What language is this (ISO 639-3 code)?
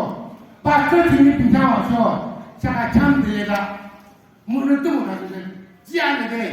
nag